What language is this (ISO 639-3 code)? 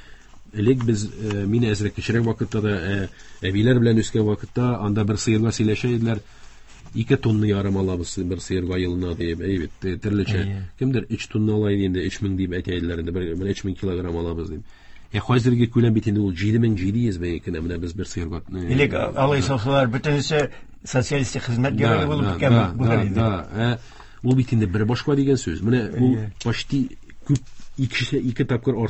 tat